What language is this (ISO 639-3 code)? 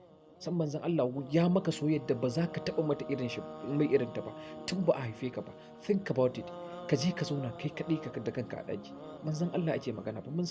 hau